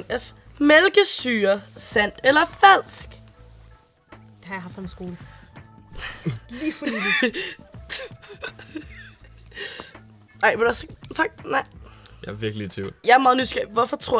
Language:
Danish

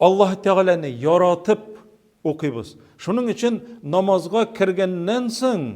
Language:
Tatar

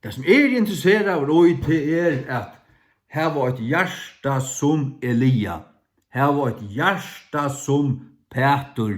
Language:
Faroese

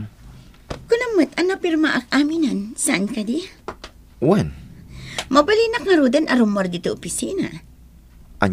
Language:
Iloko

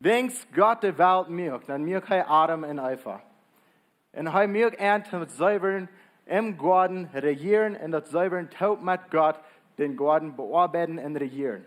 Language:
Plautdietsch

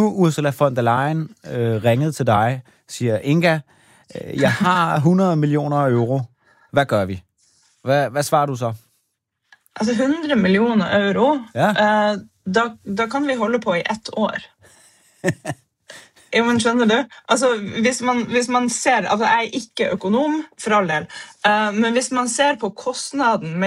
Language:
Danish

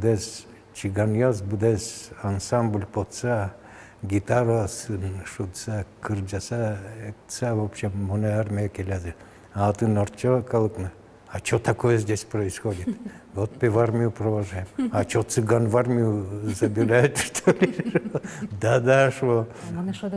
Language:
Udmurt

